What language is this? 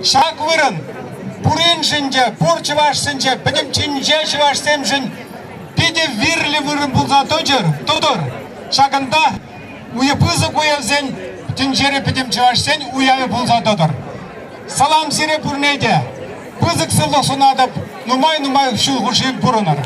Chuvash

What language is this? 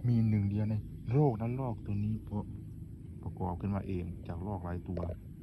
Lao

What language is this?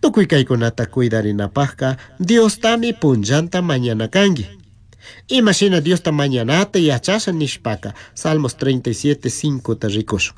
Chimborazo Highland Quichua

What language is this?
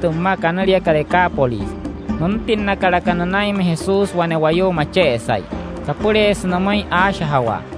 Wayuu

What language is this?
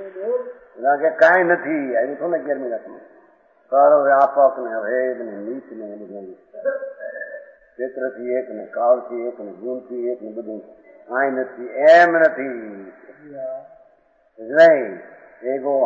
Gujarati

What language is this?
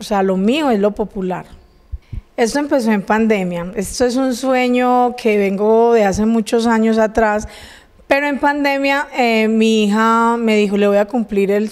Spanish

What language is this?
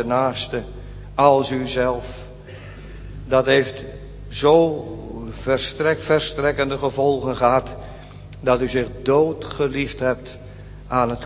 Dutch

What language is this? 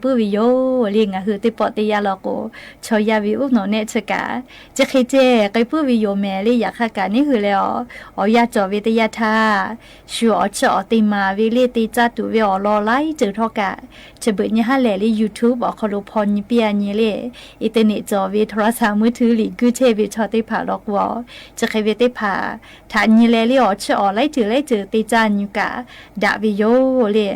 Lahu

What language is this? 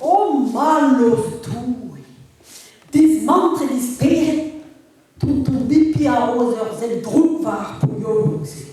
Breton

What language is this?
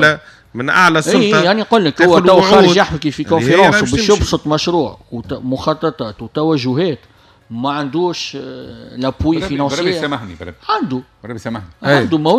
Tunisian Arabic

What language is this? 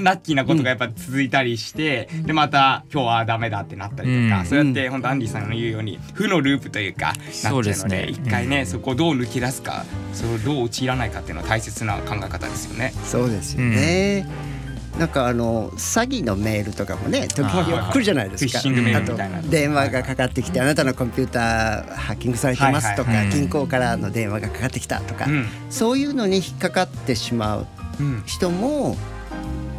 Japanese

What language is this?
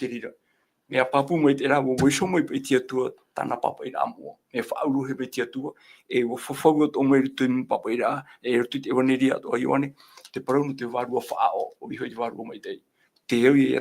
Tahitian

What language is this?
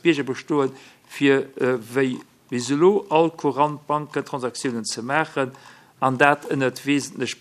Luxembourgish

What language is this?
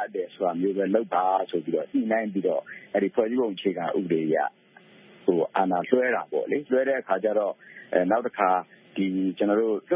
Burmese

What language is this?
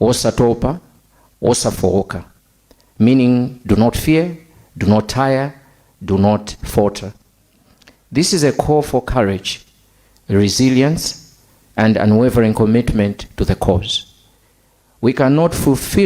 Nyanja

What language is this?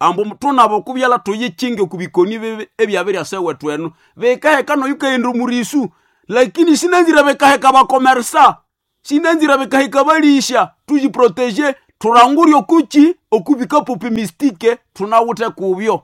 Nande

